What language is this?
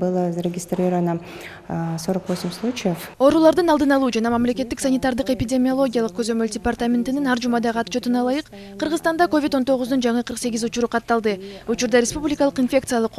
Kyrgyz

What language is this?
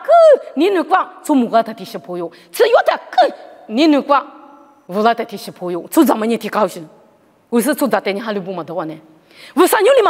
Lisu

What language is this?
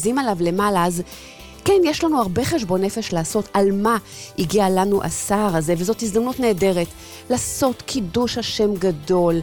Hebrew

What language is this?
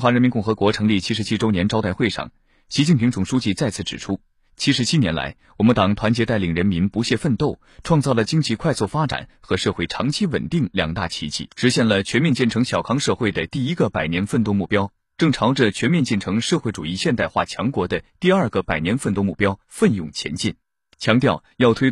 Chinese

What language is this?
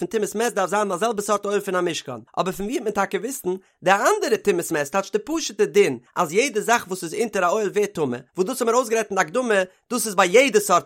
Yiddish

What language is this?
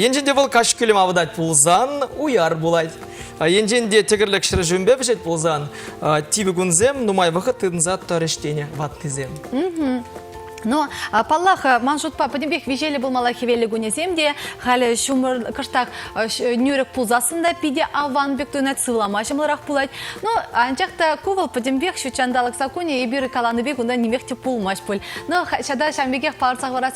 Chuvash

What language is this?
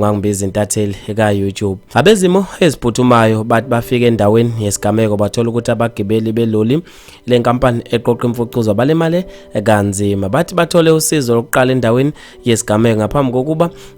Zulu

